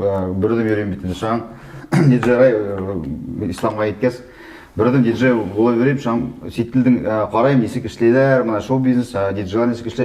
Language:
Bashkir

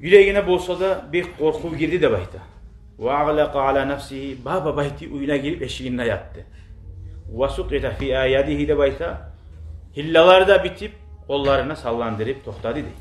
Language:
Kumyk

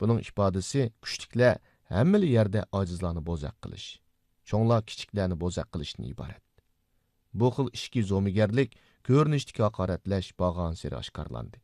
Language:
Uyghur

